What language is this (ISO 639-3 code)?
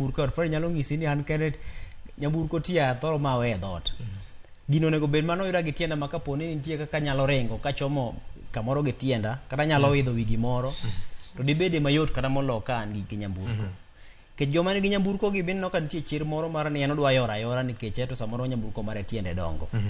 luo